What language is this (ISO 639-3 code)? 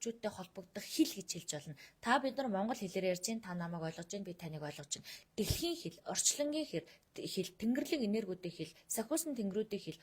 mon